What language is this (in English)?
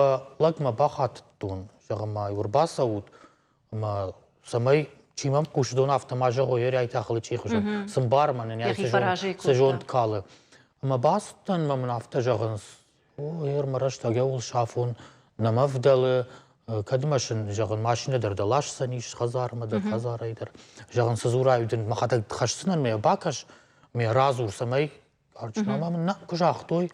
Ossetic